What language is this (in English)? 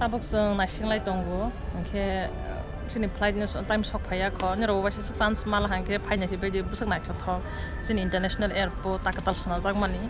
Kok Borok